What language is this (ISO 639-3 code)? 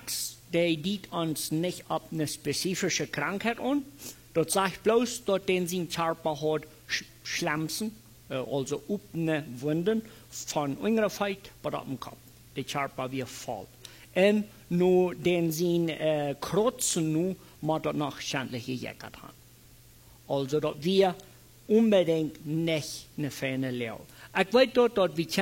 pdt